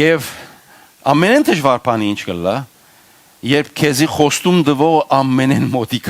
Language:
Western Armenian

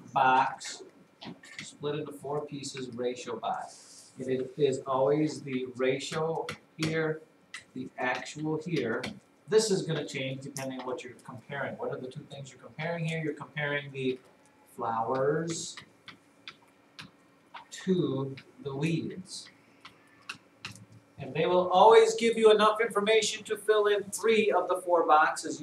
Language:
English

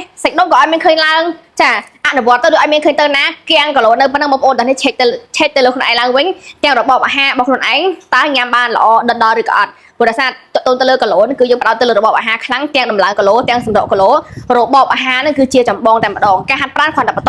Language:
Khmer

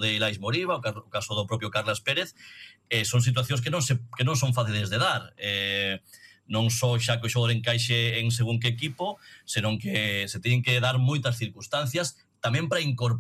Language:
Galician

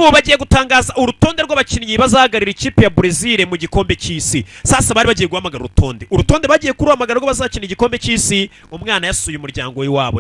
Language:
Kinyarwanda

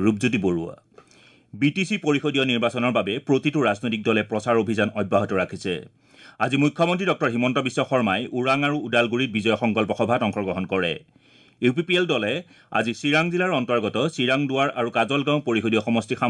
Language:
Assamese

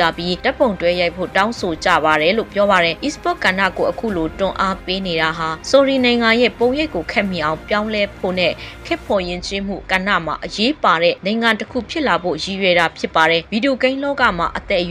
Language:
Burmese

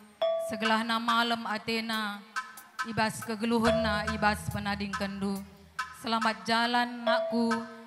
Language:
Batak Karo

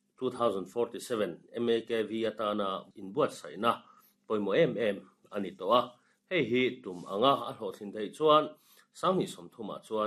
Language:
Mizo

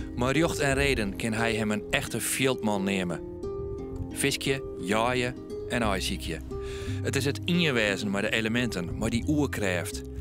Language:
Western Frisian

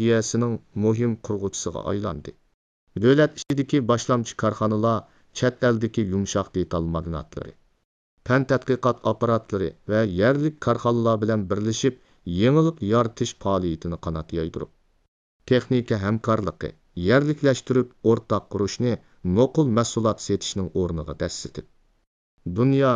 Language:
Uyghur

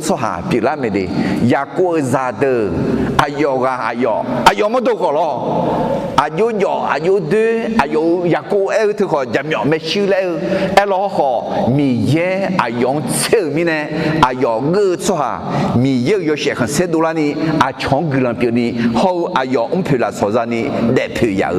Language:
Akha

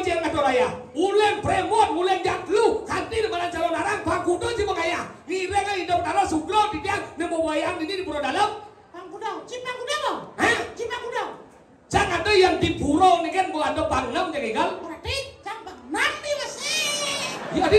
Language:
Balinese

